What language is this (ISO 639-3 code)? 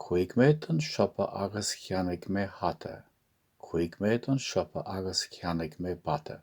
gle